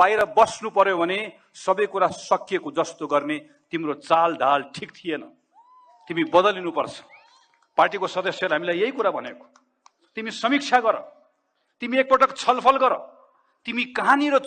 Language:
Nepali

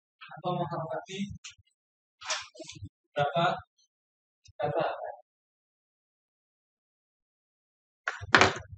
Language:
Indonesian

